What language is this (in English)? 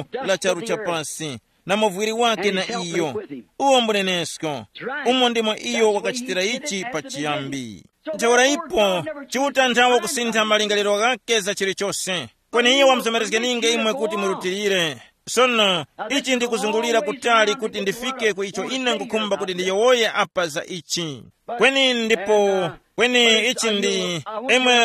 Tumbuka